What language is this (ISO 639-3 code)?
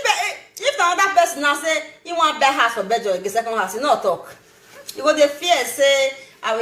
pcm